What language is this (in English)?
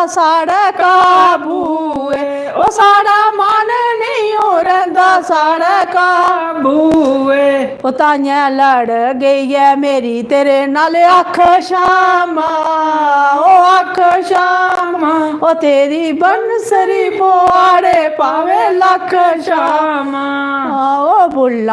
Dogri